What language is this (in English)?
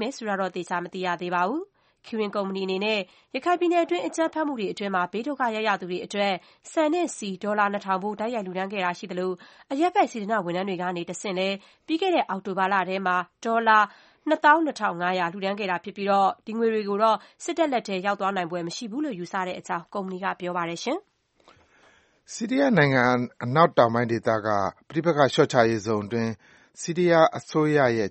Burmese